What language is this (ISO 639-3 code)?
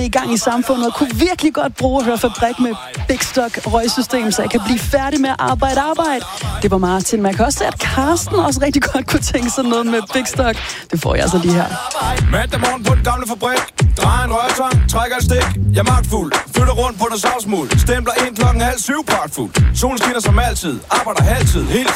dan